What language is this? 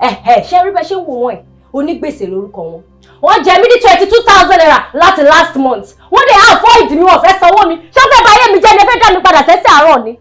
Yoruba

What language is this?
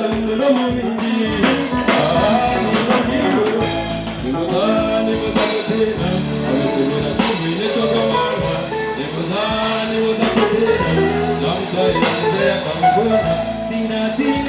Nyankole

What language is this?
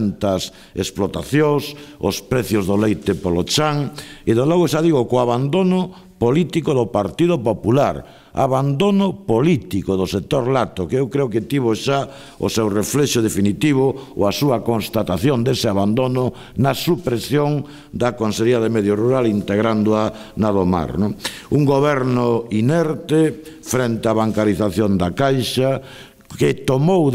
Galician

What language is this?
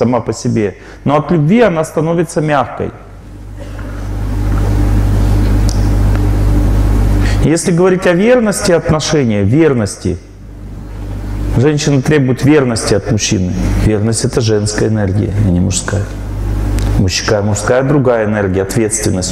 Russian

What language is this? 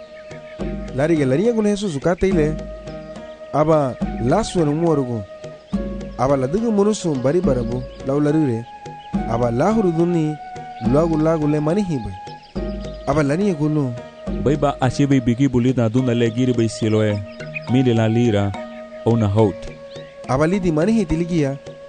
Garifuna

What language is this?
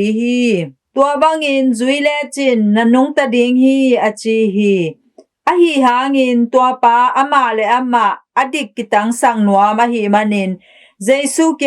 Tedim Chin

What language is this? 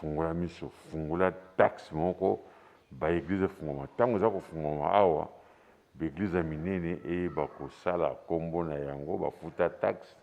Lingala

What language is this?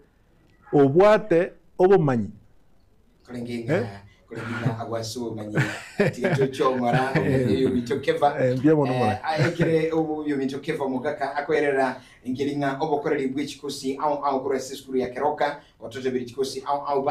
Gusii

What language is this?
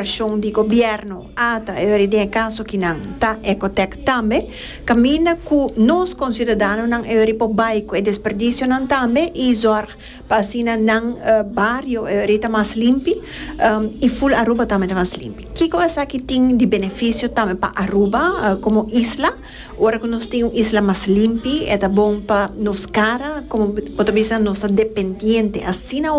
Papiamento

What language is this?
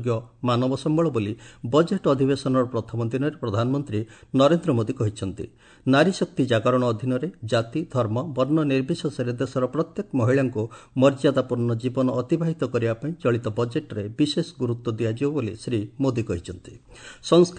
Odia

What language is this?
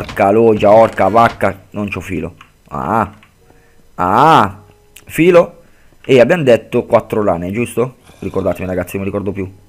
Italian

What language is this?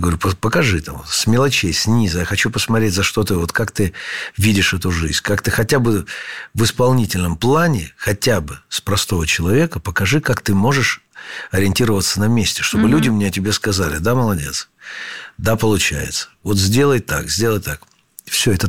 Russian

